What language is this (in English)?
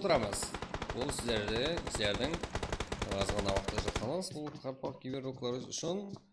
Kara-Kalpak